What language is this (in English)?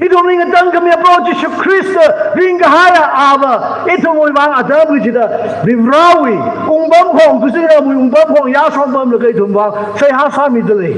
Tangkhul Naga (India)